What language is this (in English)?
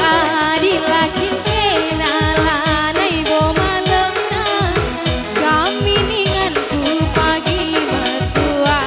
Batak Karo